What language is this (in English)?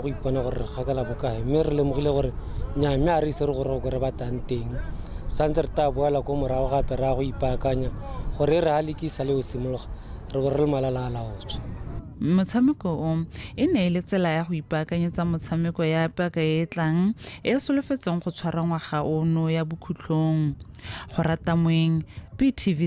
Tswana